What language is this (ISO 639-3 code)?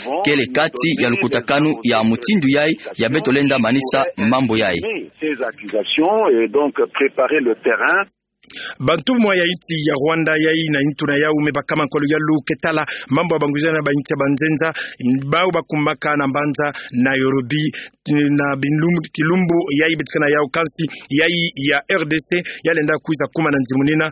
ktu